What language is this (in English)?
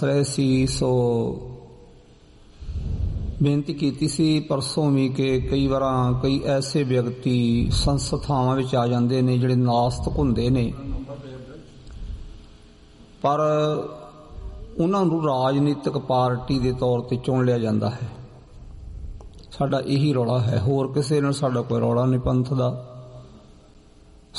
Punjabi